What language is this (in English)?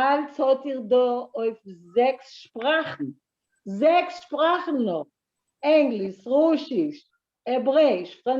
Yiddish